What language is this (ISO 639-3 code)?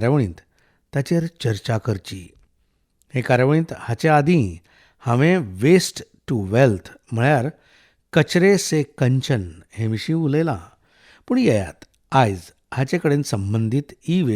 kok